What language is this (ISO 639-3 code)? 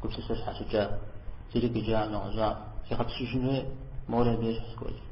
kbd